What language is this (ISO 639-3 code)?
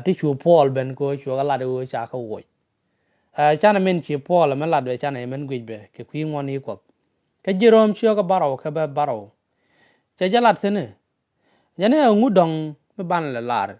nus